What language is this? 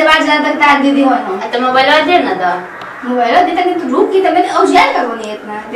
Bhojpuri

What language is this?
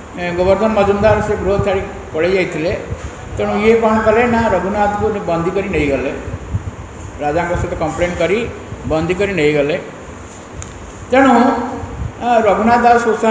Odia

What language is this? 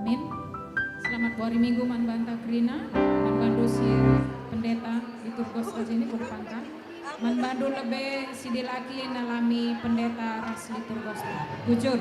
Batak Karo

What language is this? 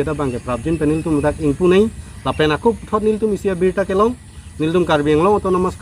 Karbi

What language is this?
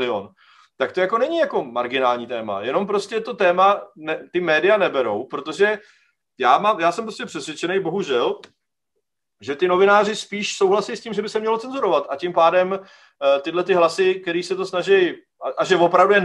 Czech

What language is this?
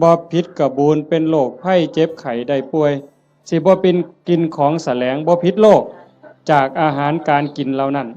Northeastern Thai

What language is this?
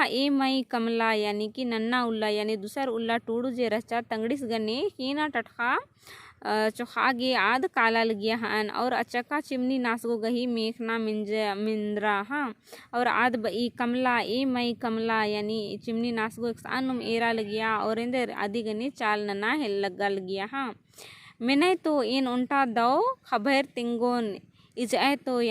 Kurukh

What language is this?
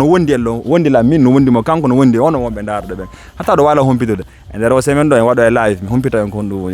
Fula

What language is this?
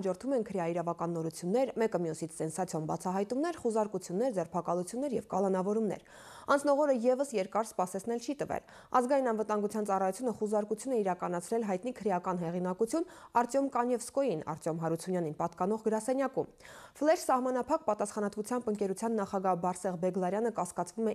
Armenian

